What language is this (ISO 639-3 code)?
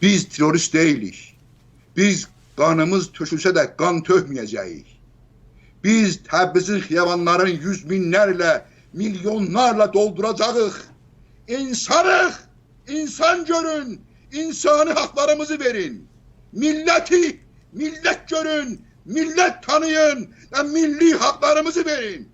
azb